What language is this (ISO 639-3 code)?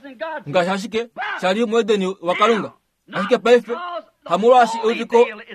kua